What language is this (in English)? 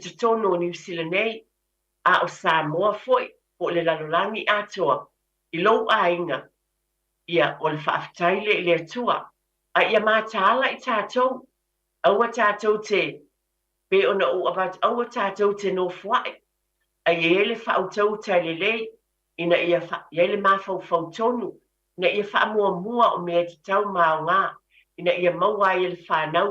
Samoan